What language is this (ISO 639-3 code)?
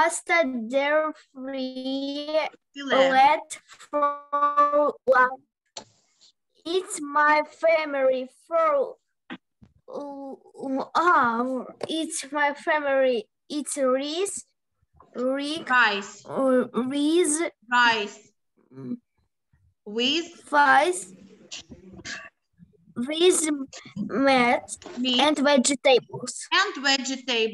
ukr